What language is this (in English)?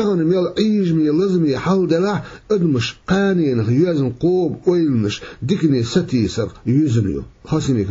Chechen